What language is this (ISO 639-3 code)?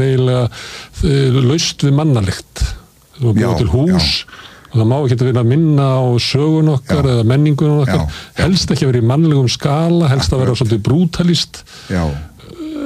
isl